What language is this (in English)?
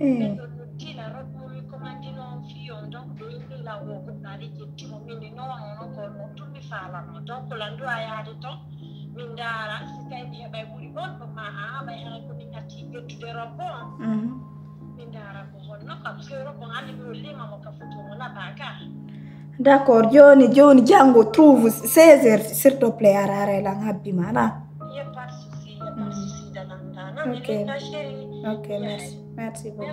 Pular